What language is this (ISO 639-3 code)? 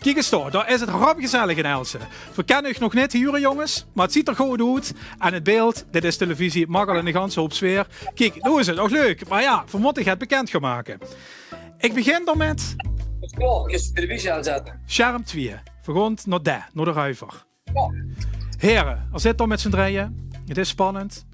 lim